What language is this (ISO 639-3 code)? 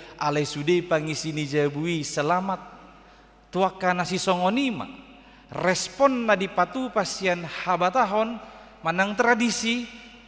bbc